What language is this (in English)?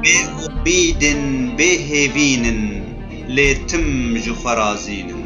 Kurdish